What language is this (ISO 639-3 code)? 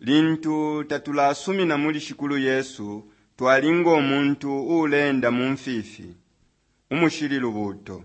bem